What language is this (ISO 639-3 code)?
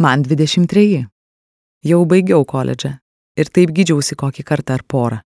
lit